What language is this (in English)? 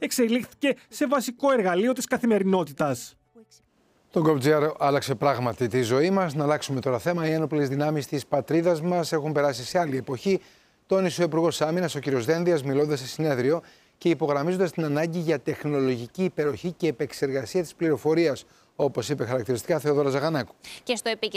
Greek